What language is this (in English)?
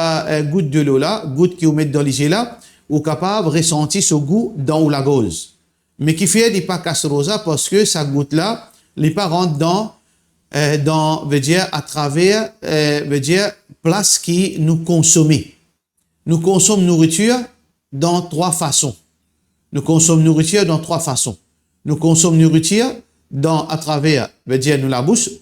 Morisyen